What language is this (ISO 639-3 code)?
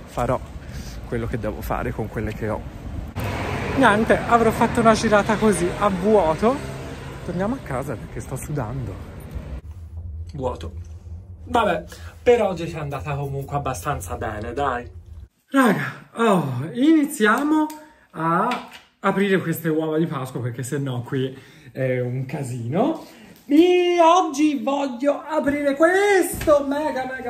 ita